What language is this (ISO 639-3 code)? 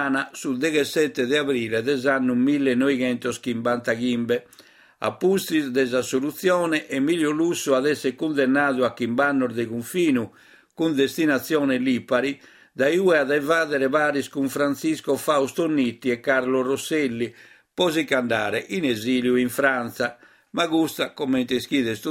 srd